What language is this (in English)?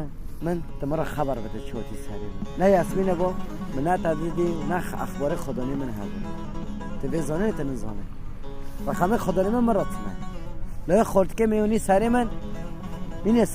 Kurdish